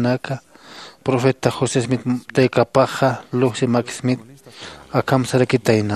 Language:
Aymara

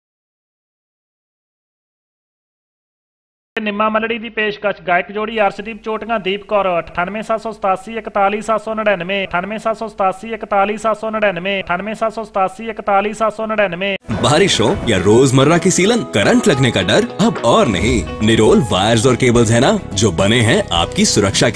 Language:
Punjabi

